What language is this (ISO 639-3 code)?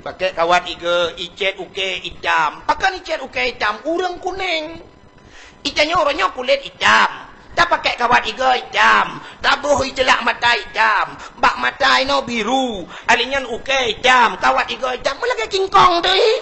ace